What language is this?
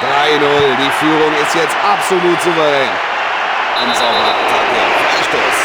Bavarian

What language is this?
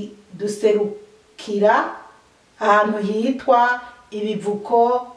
Rundi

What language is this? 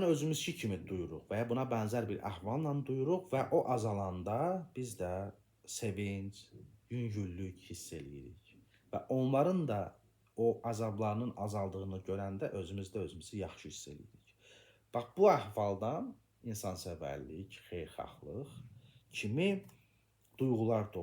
Azerbaijani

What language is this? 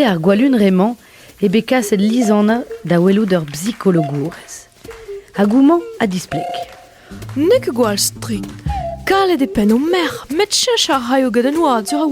Breton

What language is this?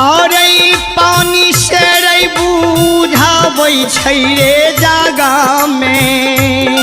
Maithili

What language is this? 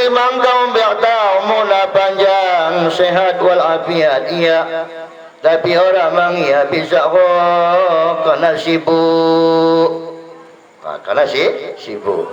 Batak Dairi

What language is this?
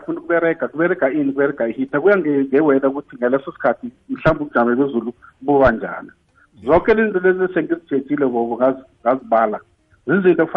South Ndebele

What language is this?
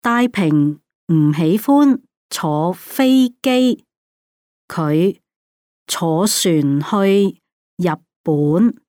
Cantonese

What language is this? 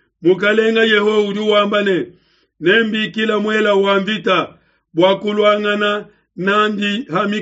Luba-Lulua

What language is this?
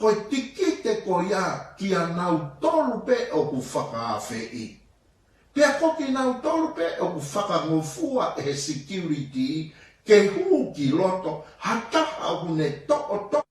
Tongan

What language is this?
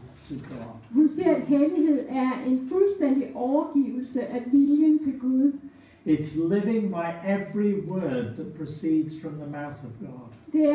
Danish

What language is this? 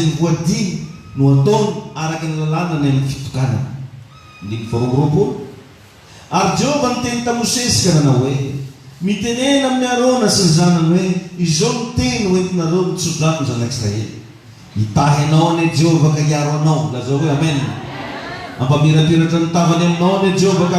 Malagasy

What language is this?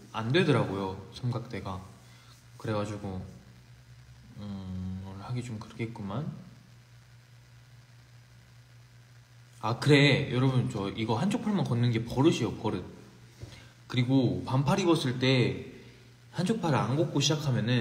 Korean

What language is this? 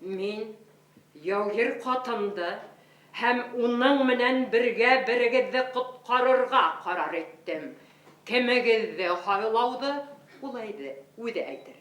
Bashkir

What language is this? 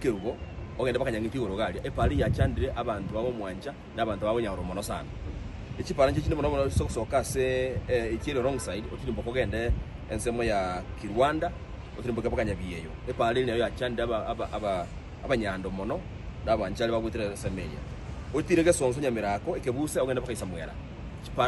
Gusii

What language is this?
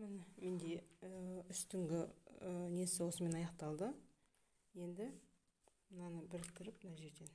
Kazakh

